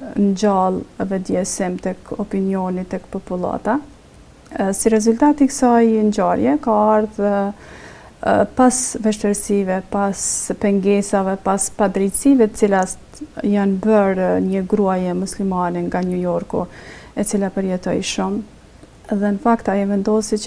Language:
Albanian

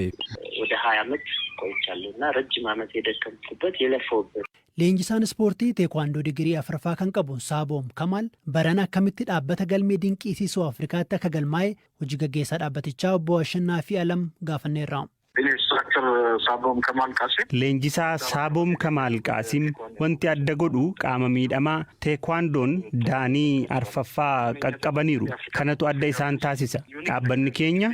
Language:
Oromo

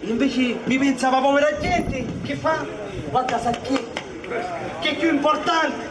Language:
Sicilian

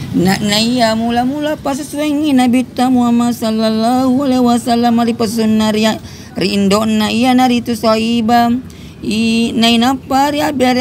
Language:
Buginese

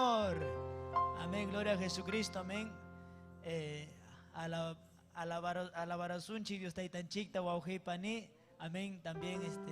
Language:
Ayacucho Quechua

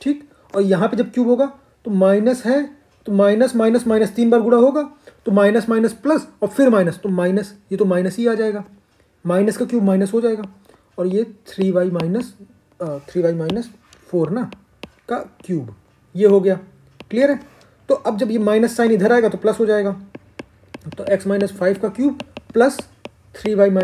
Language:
Hindi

